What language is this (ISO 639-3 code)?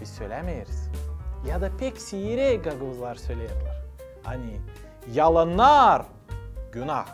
gag